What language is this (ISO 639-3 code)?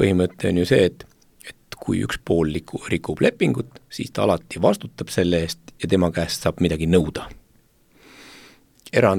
est